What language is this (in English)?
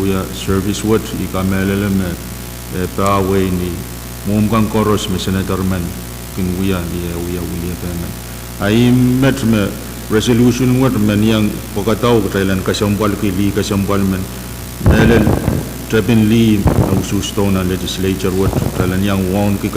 Pohnpeian